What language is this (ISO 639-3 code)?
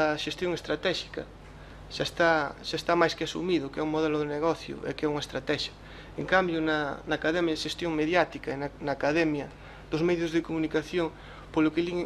glg